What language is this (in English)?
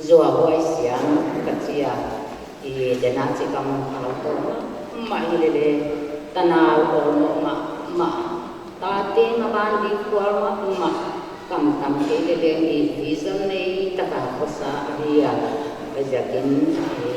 Paite Chin